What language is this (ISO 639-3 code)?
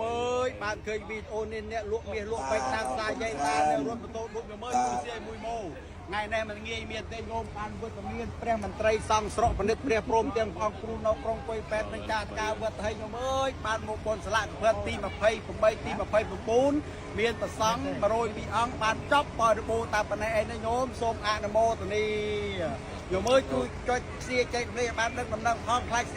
khm